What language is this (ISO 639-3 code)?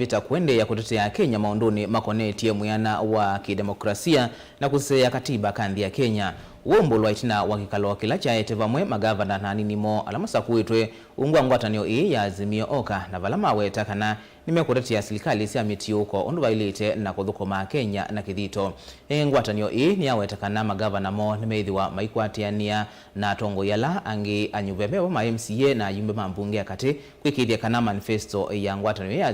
kam